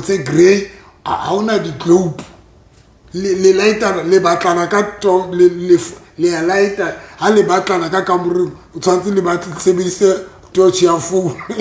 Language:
Southern Sotho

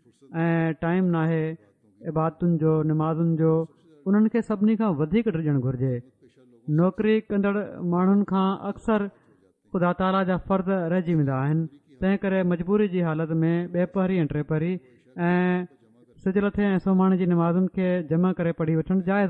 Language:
Sindhi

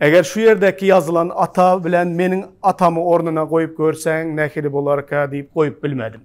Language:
Turkmen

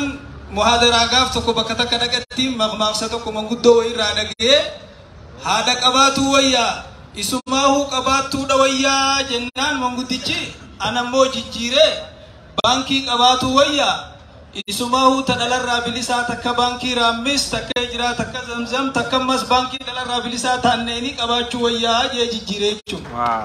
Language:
Oromo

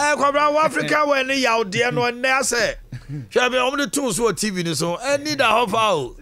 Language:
Akan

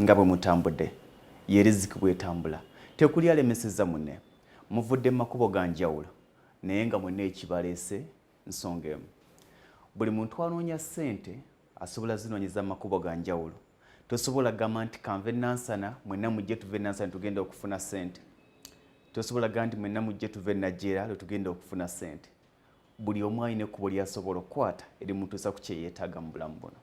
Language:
Ganda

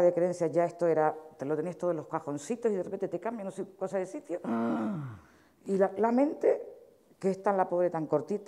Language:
Spanish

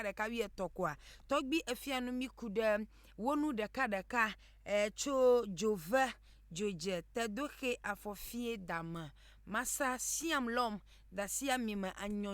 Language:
Ewe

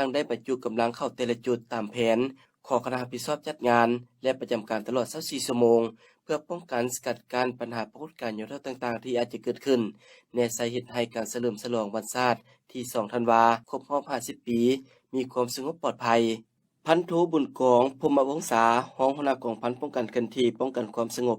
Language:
Lao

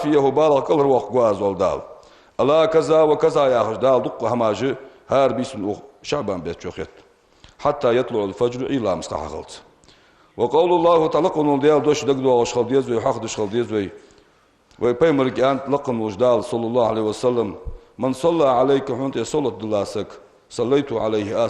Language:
Ingush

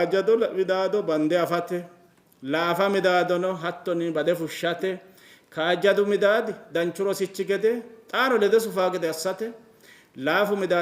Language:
Sidamo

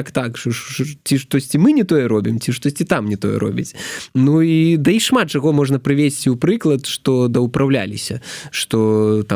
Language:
Belarusian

